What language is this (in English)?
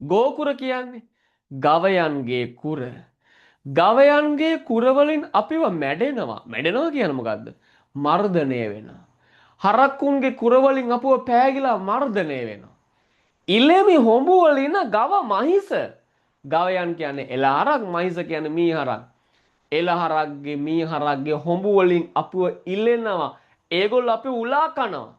Sinhala